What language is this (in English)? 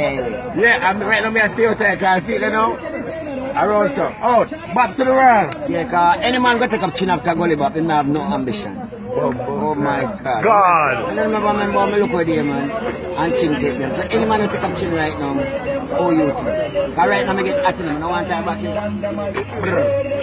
Jamaican Creole English